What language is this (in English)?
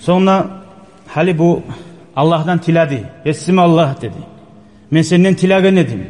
Kumyk